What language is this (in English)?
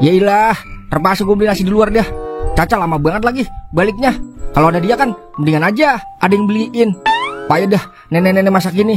Betawi